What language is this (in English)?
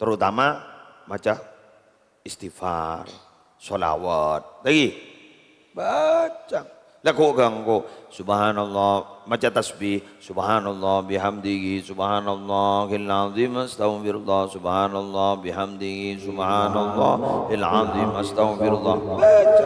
Madurese